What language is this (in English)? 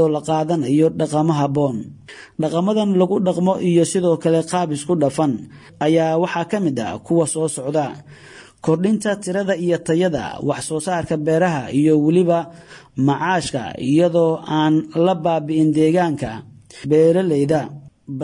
Somali